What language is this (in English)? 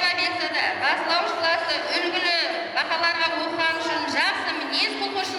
Kara-Kalpak